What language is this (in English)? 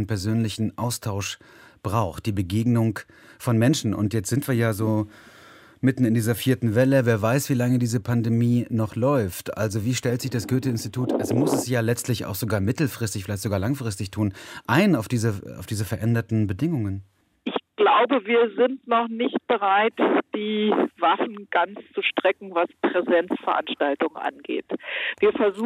German